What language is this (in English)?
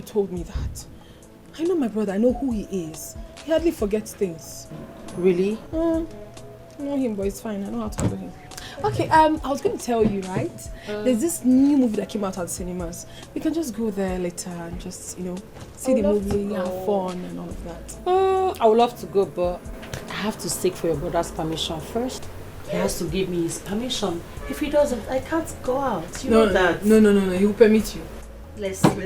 Nigerian Pidgin